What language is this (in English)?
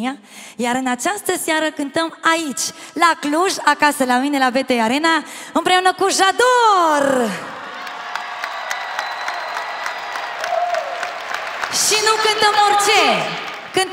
Romanian